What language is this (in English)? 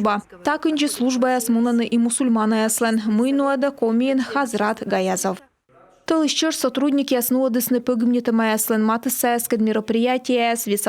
Komi